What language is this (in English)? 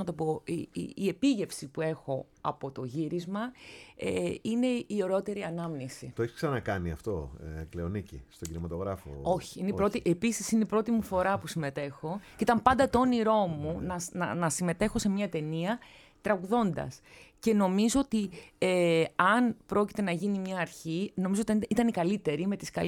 Greek